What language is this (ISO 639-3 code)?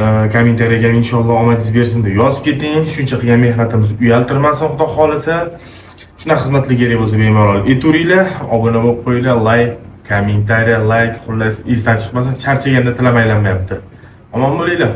uzb